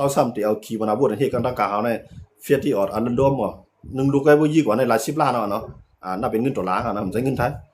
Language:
Shan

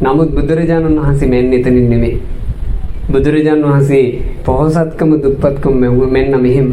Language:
Sinhala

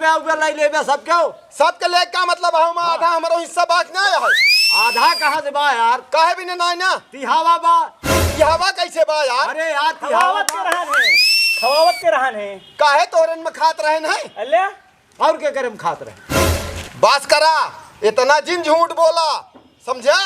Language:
Awadhi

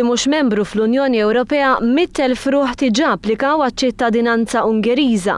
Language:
Maltese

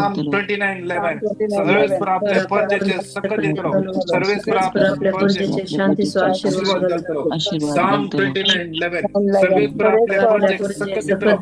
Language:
Konkani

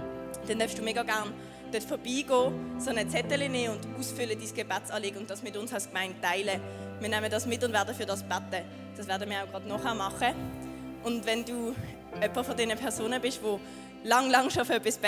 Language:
Swiss German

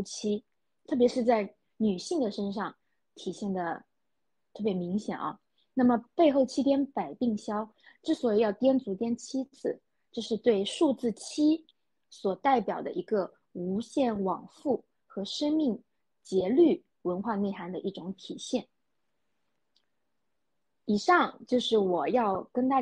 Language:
Chinese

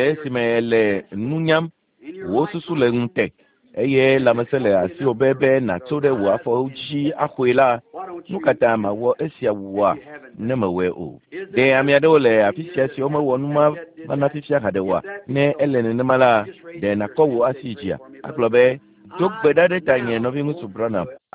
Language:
Ewe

